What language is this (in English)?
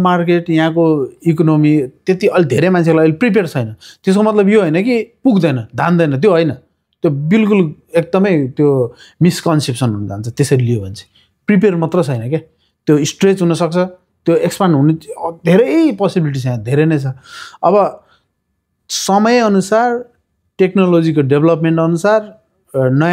Nepali